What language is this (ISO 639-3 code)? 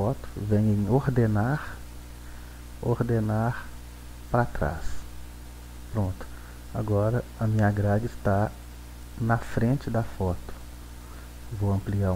por